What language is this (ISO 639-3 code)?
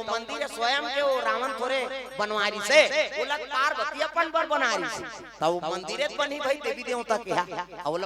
hne